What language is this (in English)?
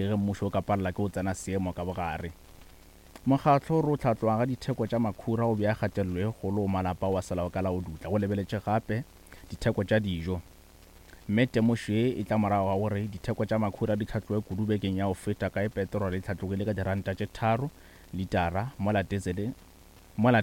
Northern Sotho